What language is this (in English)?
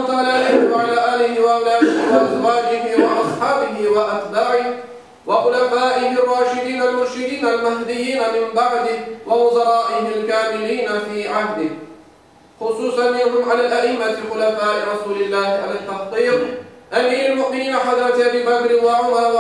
Crimean Tatar